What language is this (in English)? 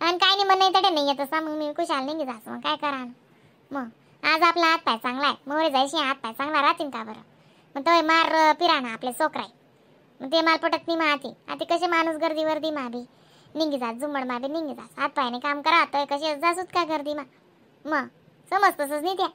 Khandesi